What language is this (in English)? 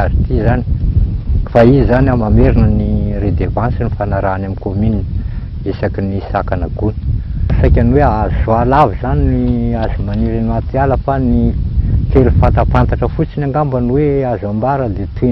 Malagasy